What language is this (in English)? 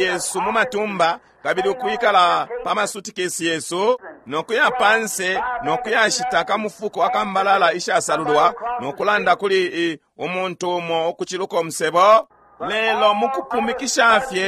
Bemba